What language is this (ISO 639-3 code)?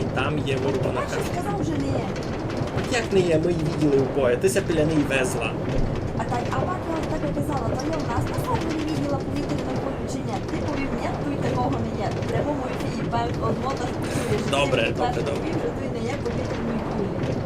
rue